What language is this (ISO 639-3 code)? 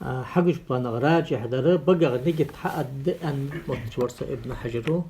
inh